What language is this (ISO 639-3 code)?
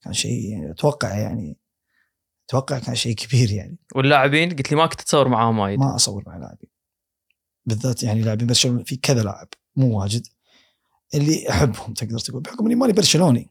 afb